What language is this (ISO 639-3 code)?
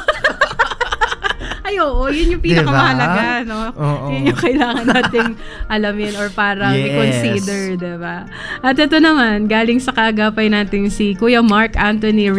fil